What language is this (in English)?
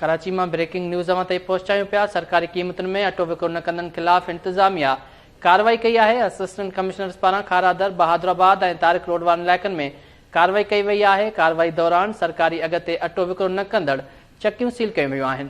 Sindhi